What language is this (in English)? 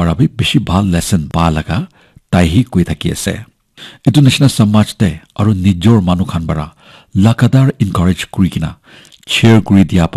Naga Pidgin